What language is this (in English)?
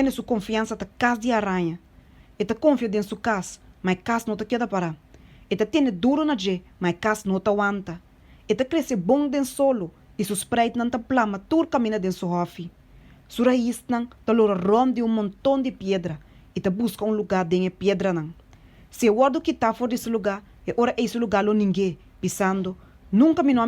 Papiamento